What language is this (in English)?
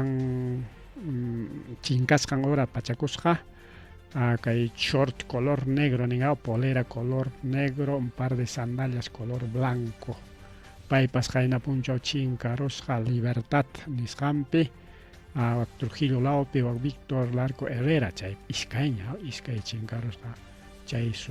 Ayacucho Quechua